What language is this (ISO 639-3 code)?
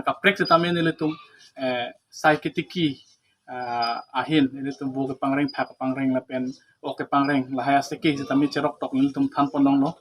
mjw